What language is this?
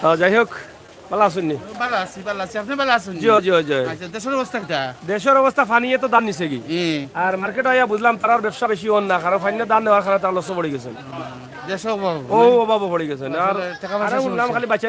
Sylheti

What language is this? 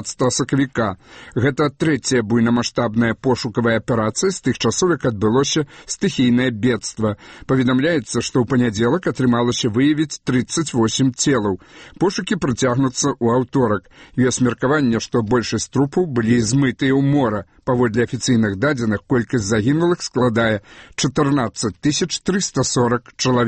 Belarusian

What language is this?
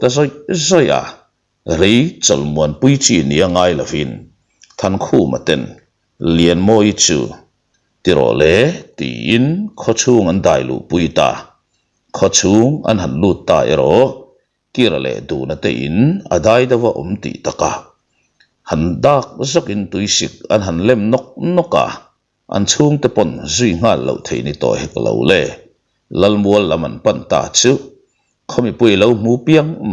Mizo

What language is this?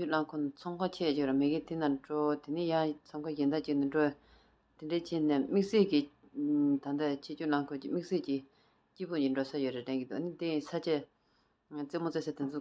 Tibetan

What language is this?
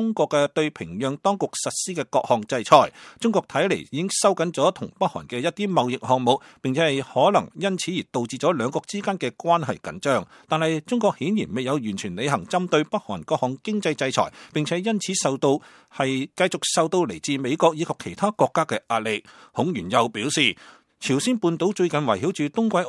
Cantonese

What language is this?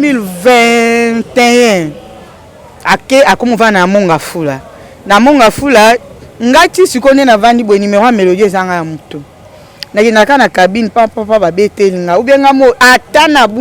Lingala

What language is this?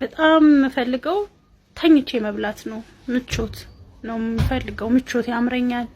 Amharic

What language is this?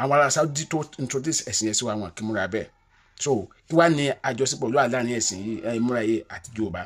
Yoruba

